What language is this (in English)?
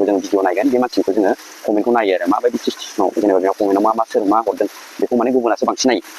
Bodo